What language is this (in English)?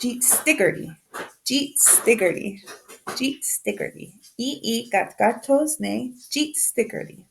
Mohawk